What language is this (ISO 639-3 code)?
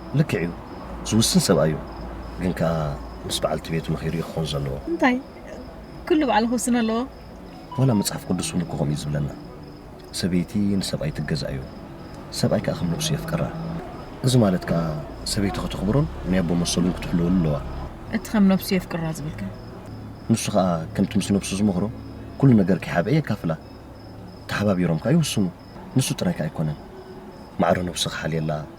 tir